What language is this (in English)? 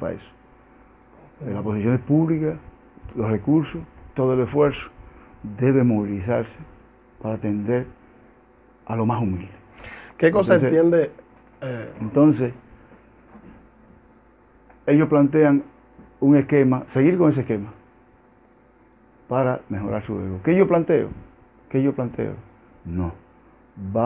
Spanish